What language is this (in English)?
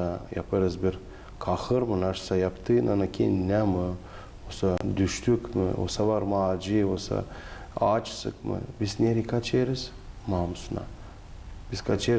Gagauz